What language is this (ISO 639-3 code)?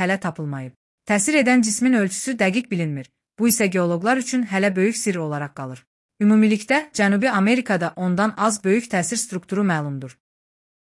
aze